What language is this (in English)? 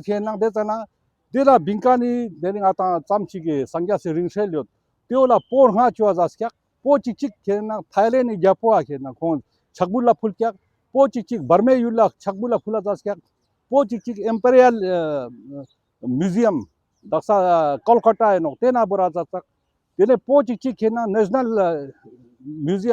Ladakhi